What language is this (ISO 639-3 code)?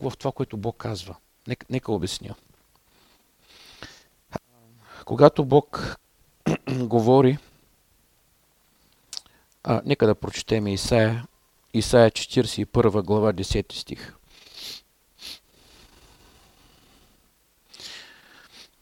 bul